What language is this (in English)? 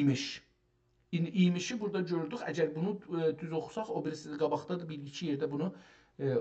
South Azerbaijani